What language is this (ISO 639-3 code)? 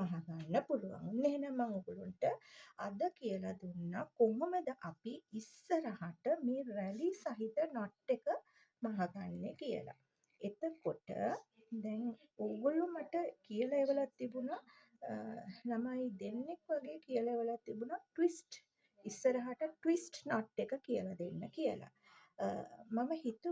sin